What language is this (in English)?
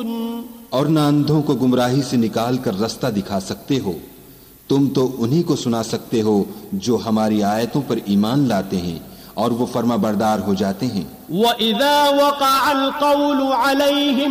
Urdu